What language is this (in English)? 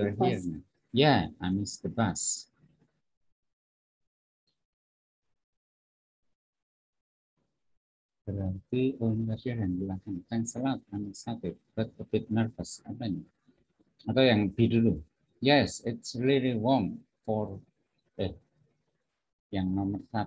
Indonesian